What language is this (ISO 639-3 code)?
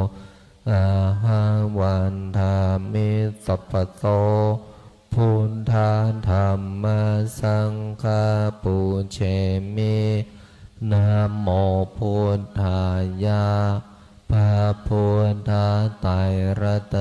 pli